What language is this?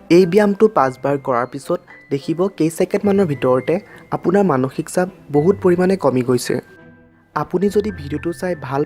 Assamese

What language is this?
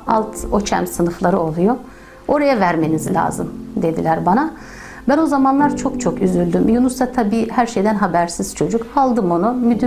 Turkish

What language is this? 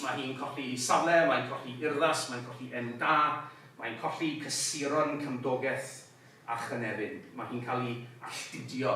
Welsh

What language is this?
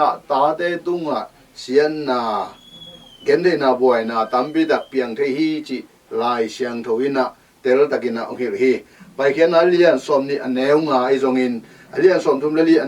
Tedim Chin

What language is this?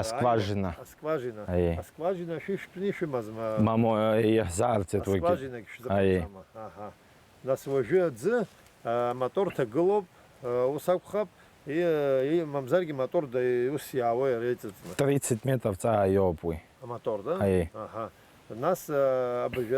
Abkhazian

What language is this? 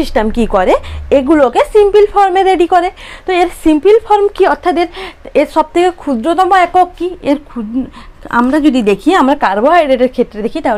Bangla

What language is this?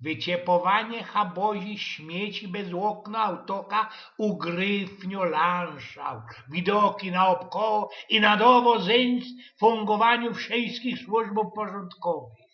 Silesian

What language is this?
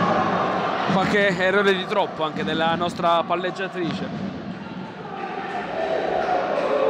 Italian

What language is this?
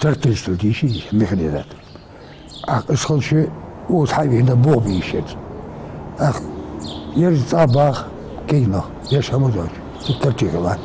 Ingush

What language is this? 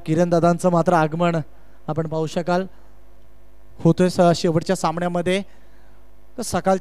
Marathi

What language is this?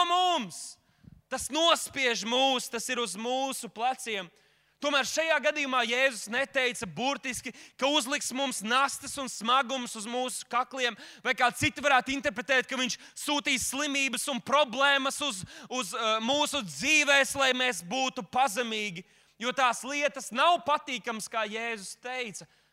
Latvian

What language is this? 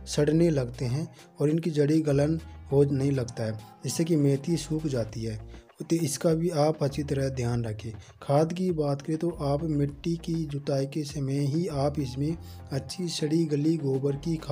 Hindi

